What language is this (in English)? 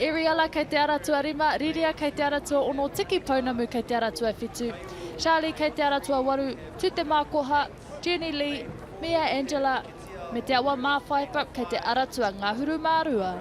Māori